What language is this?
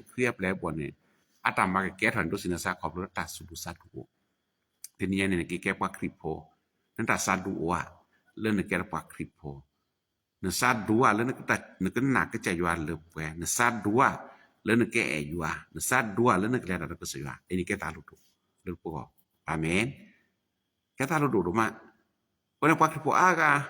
S'gaw Karen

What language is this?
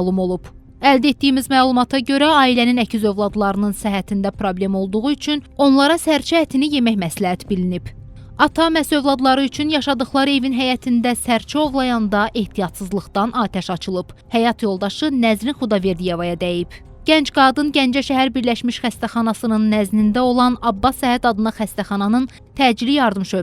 Azerbaijani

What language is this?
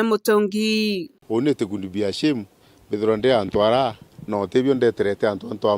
Meru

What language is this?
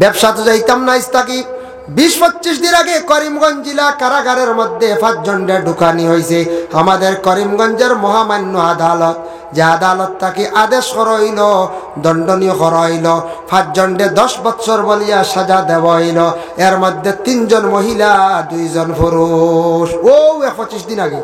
Sylheti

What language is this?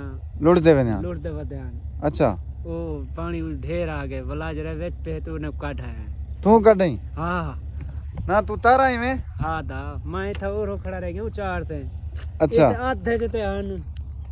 Saraiki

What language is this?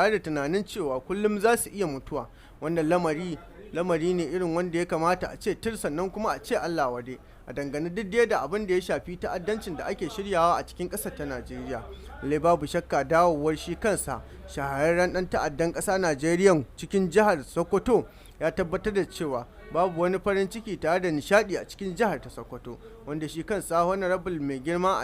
Hausa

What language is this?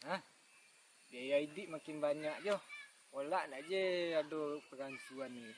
Minangkabau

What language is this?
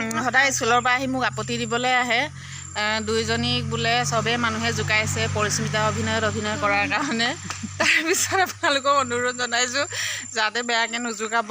Assamese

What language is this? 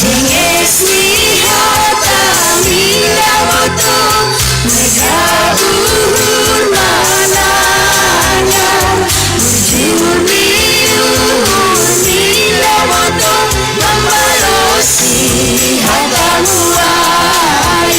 Batak Simalungun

